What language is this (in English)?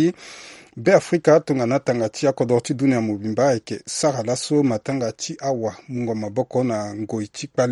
Sango